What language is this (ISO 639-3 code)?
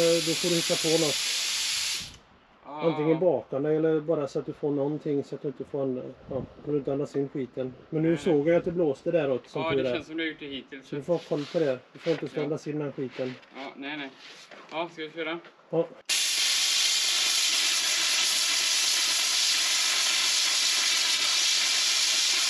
swe